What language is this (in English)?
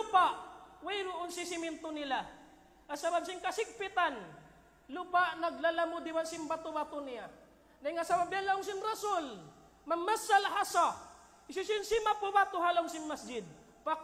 Tausug